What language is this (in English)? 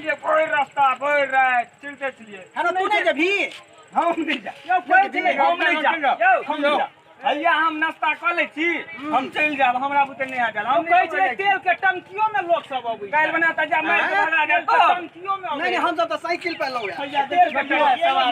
Maithili